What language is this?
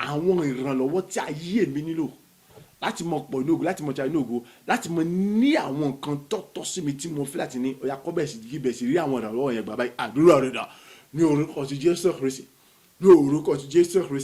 Yoruba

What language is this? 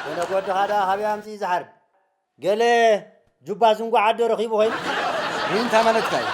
Tigrinya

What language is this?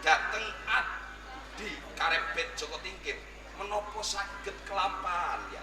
Javanese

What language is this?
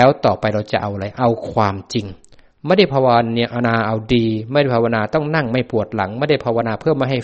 Thai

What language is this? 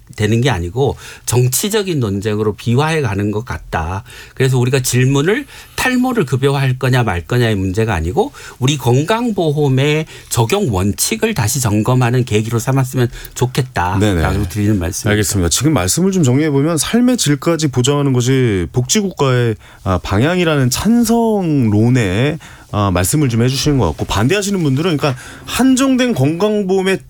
Korean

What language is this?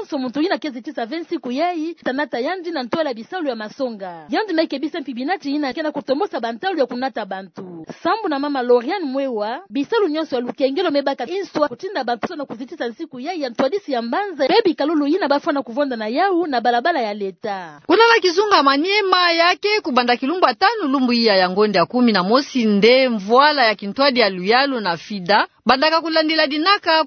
Kituba (Democratic Republic of Congo)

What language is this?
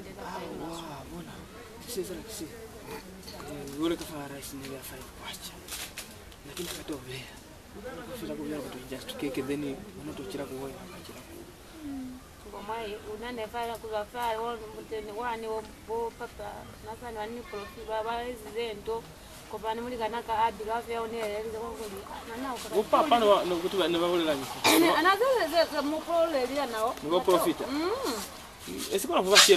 Lozi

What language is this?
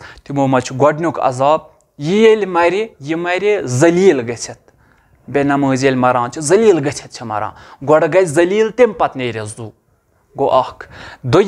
Kashmiri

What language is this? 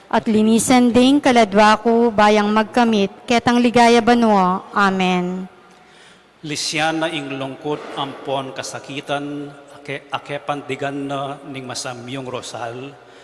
Pampanga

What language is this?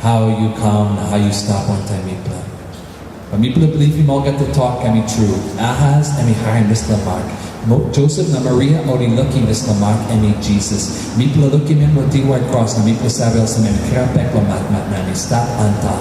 Tok Pisin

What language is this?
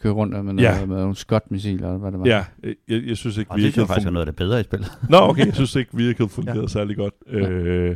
Danish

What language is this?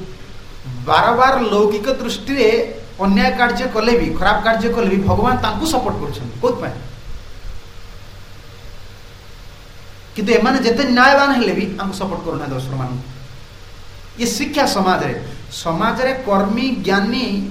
Odia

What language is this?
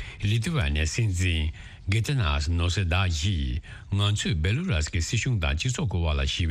Tibetan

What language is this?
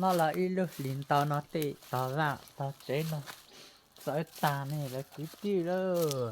Hmong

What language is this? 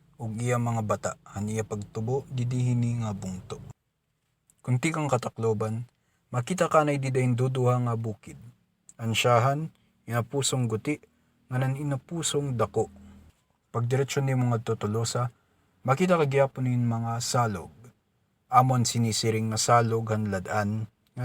Waray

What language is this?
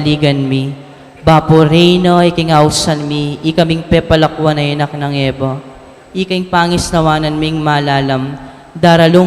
Pampanga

